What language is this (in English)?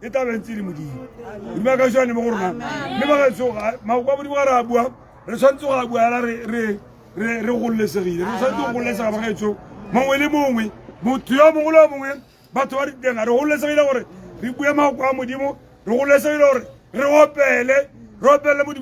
Tswana